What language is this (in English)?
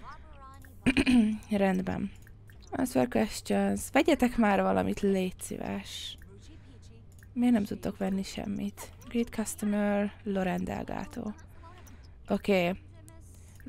Hungarian